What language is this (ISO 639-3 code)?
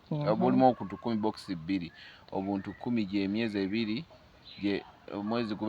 lug